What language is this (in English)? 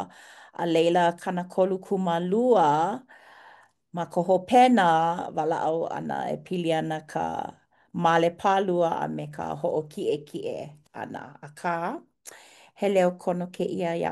Hawaiian